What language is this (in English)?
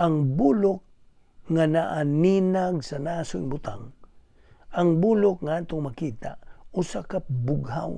Cebuano